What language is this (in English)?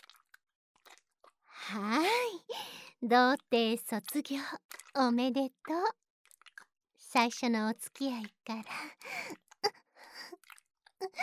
Japanese